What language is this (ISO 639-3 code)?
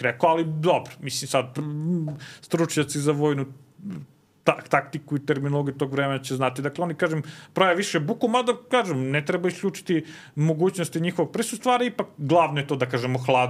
srp